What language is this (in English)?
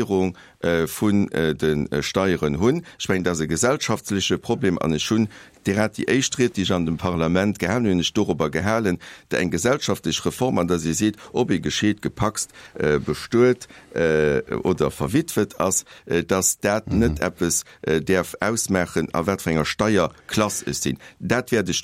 Luxembourgish